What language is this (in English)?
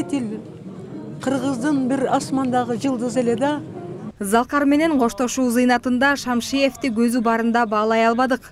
Kyrgyz